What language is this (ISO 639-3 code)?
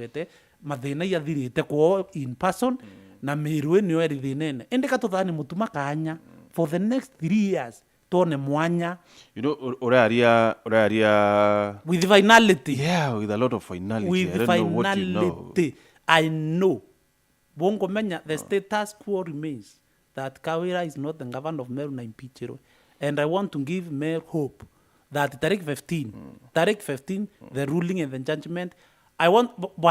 mer